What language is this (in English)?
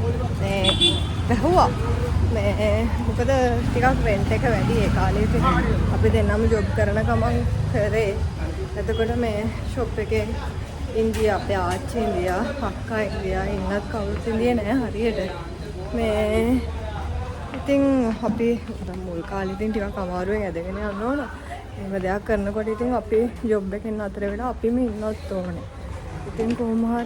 Sinhala